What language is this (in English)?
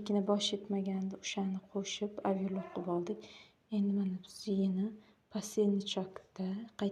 Uzbek